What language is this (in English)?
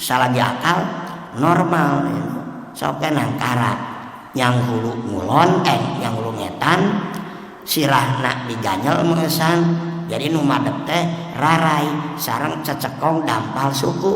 Sundanese